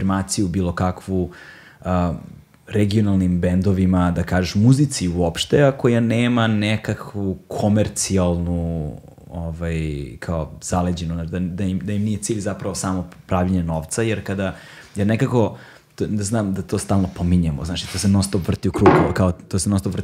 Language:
Serbian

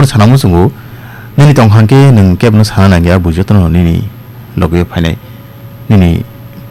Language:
Kok Borok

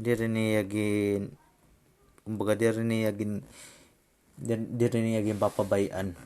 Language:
Waray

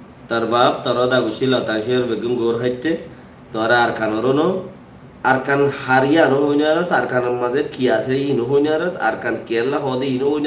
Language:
Rohingya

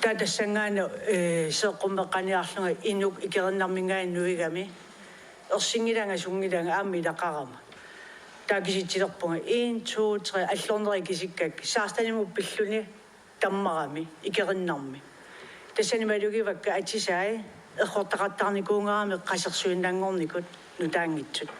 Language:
Kalaallisut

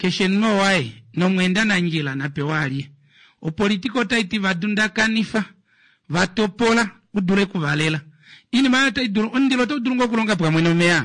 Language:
Kuanyama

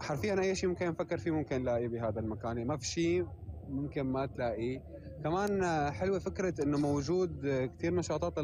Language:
North Levantine Arabic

